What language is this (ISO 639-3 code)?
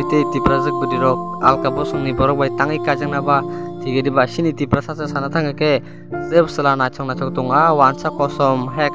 trp